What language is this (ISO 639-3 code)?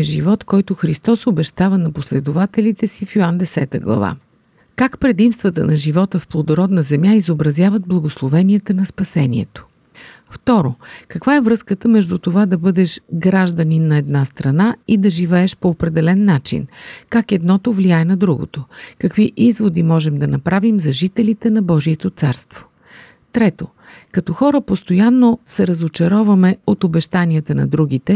bul